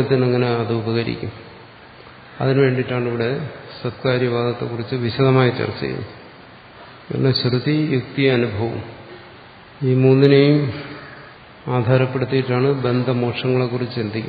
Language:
Malayalam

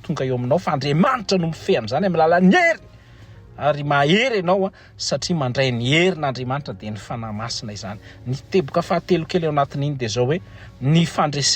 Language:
Malagasy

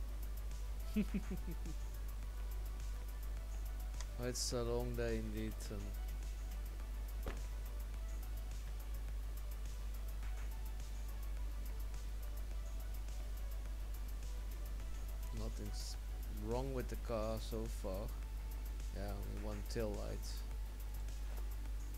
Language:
English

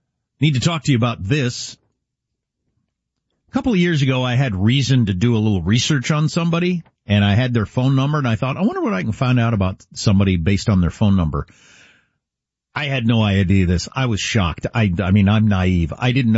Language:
English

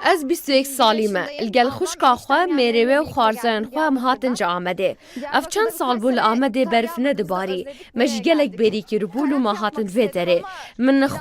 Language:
Kurdish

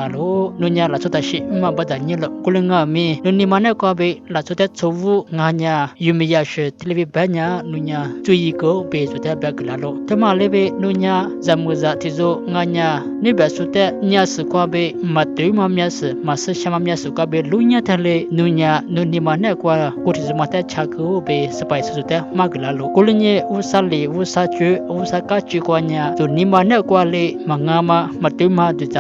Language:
Lisu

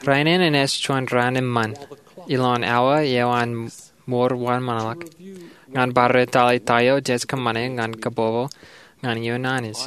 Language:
Marshallese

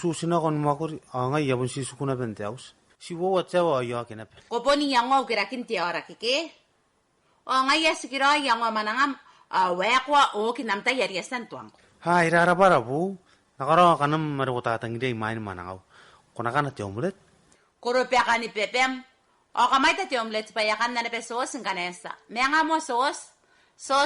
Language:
Gilbertese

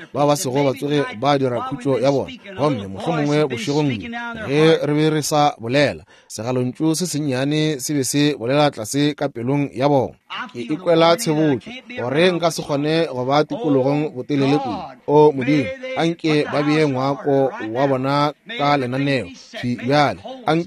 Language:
Northern Sotho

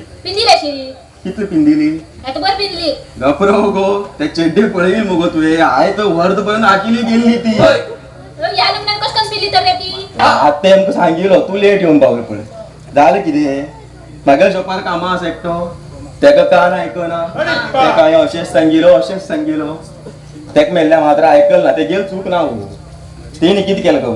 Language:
Konkani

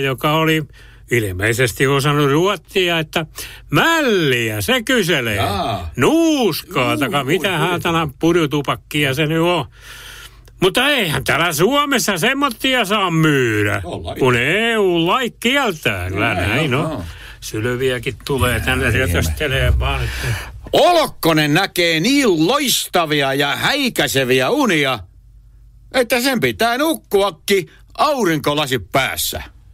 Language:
Finnish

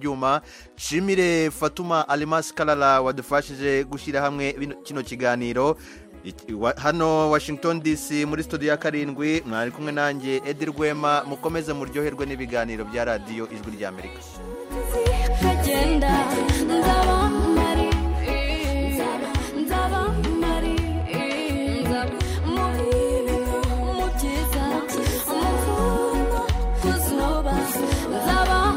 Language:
Kinyarwanda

